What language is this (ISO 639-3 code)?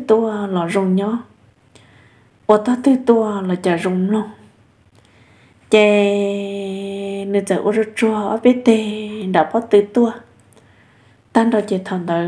vie